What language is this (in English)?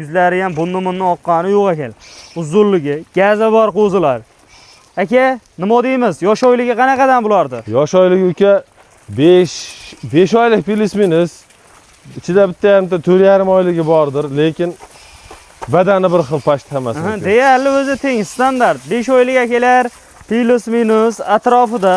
Uzbek